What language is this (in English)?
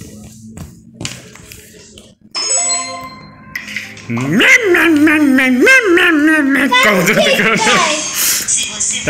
Portuguese